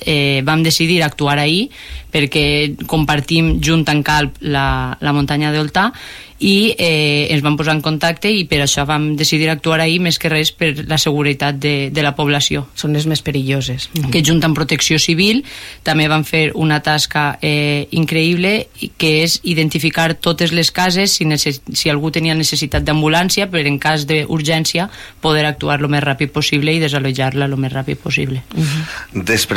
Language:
Catalan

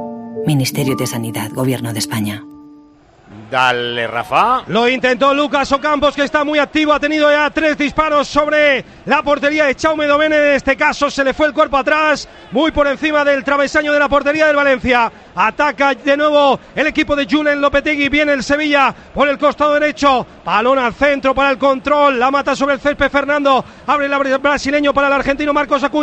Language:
Spanish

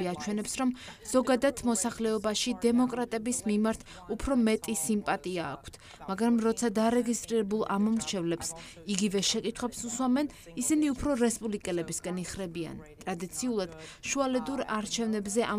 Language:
Georgian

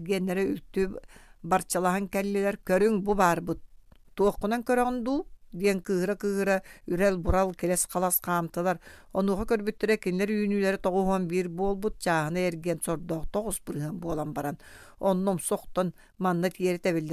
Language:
Yakut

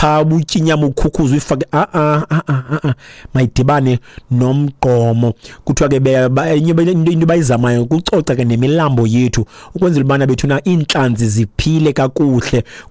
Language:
Xhosa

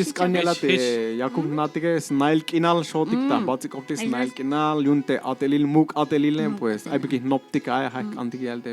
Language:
Tzeltal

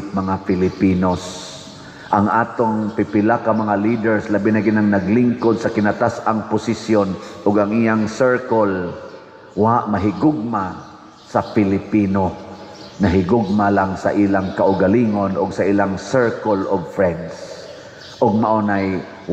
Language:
Cebuano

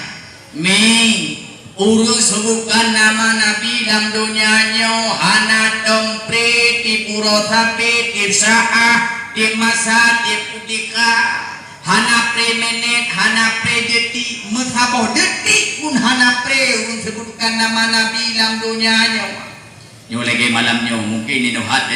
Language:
Achinese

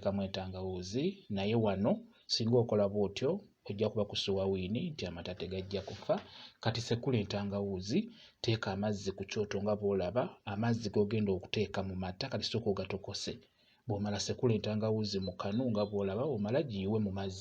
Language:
Ganda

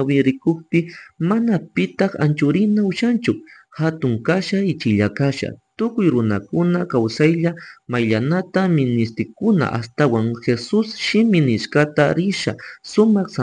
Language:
Chimborazo Highland Quichua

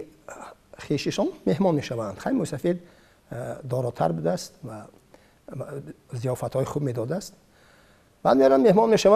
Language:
Tajik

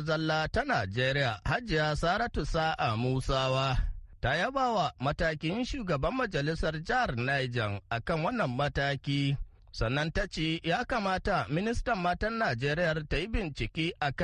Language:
Hausa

